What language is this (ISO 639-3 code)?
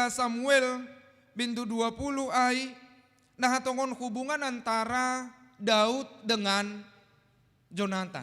bts